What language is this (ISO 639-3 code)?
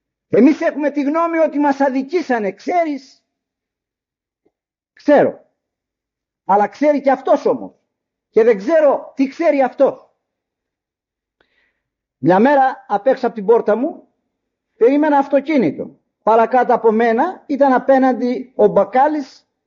ell